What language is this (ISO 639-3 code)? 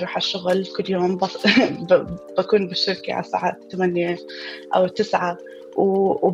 apc